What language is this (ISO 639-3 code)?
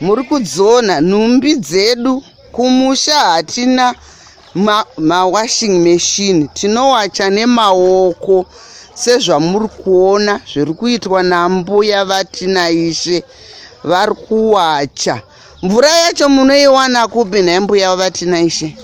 sna